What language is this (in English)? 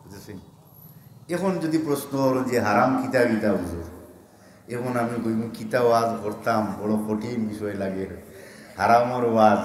Sylheti